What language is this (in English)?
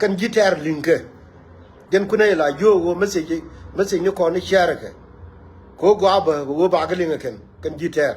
Nuer